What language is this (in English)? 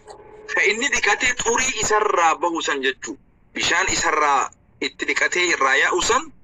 Oromo